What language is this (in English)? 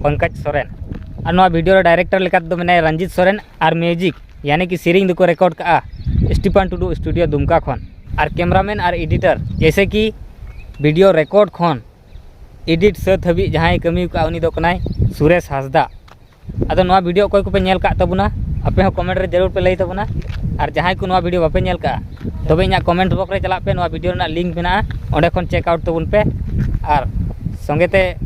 Santali